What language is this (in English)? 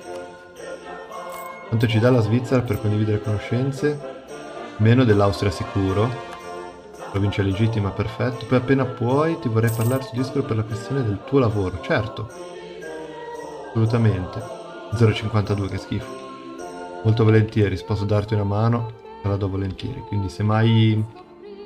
Italian